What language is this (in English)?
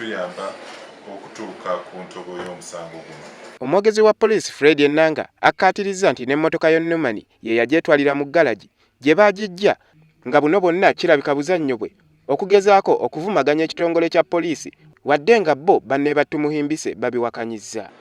Ganda